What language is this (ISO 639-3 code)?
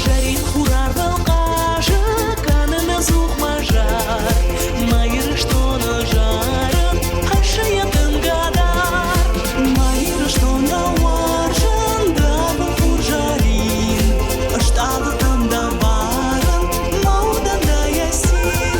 oss